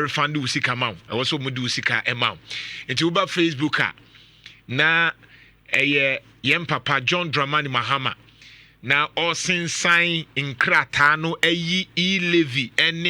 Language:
Akan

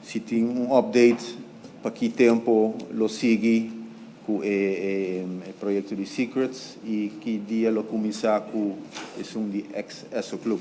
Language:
Papiamento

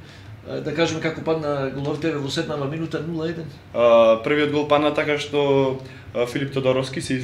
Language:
Macedonian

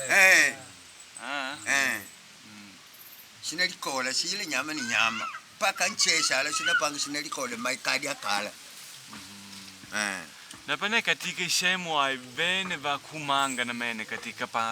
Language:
Makonde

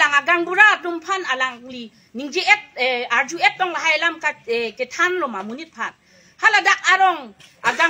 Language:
Karbi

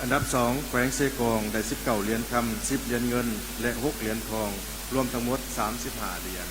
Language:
Lao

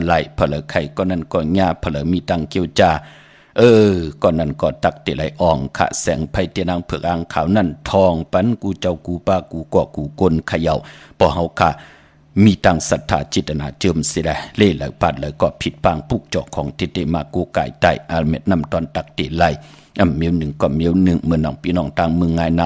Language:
Shan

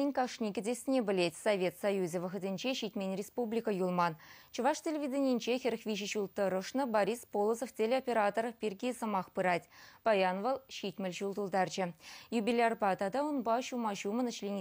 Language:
Chuvash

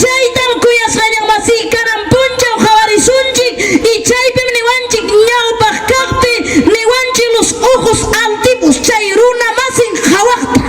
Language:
Ayacucho Quechua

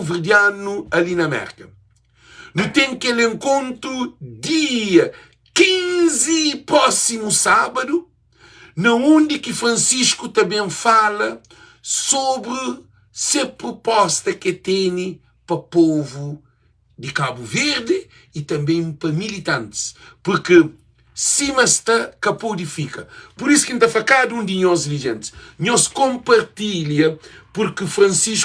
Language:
Kabuverdianu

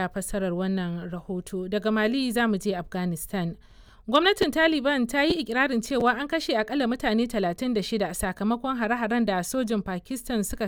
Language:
Hausa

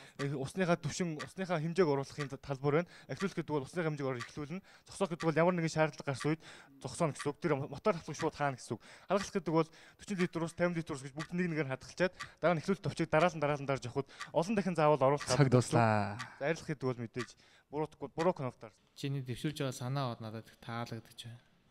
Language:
Mongolian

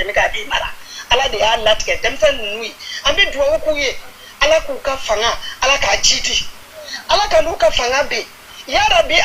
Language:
Bambara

